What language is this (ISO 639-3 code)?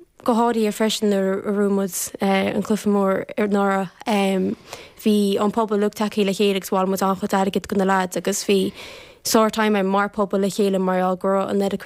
gle